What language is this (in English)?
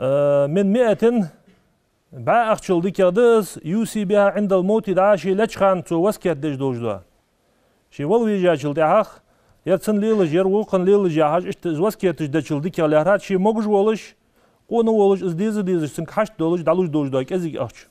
Ingush